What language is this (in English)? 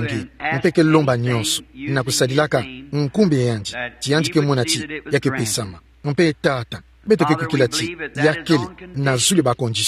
Kituba (Democratic Republic of Congo)